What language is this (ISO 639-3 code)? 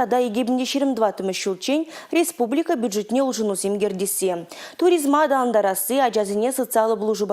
chv